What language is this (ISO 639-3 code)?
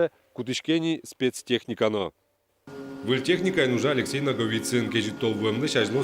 udm